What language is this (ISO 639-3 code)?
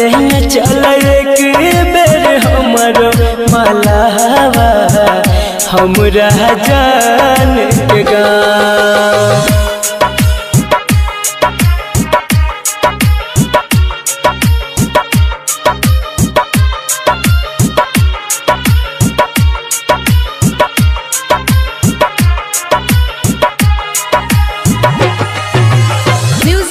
bho